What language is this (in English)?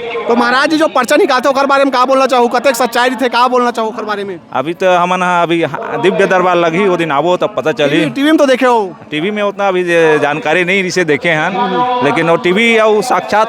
Chhattisgarhi